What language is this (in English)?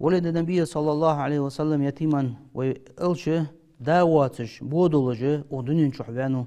Ingush